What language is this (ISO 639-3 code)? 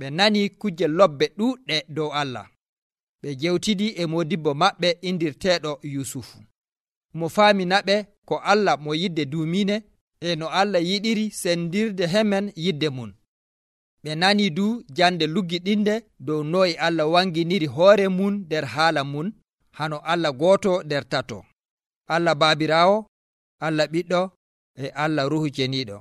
fuv